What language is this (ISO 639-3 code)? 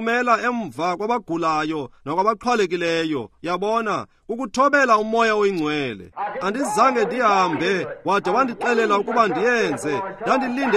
xho